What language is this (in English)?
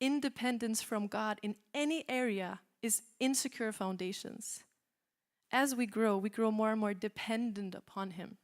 English